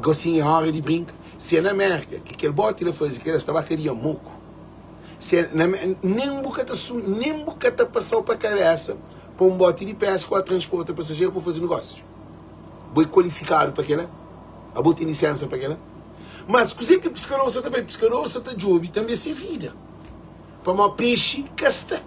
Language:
Kabuverdianu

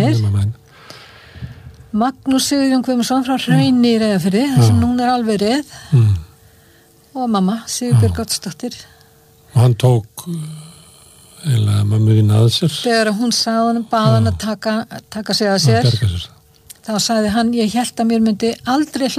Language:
Icelandic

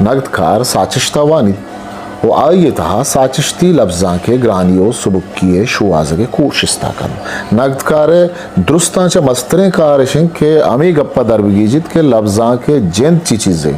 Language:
Eastern Balochi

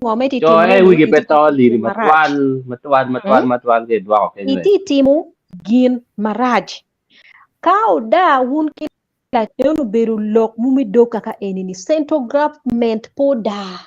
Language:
Acoli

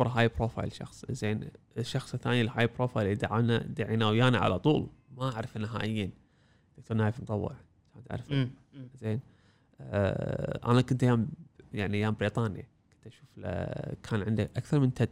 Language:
Gulf Arabic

